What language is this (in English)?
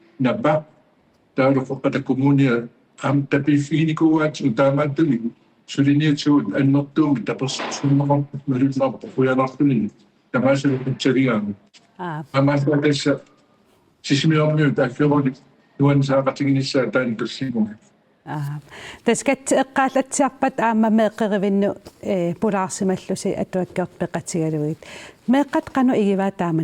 Kalaallisut